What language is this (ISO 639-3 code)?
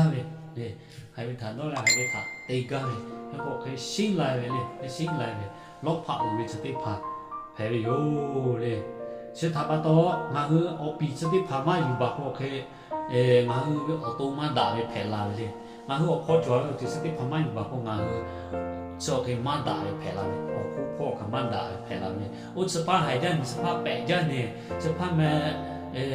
lhu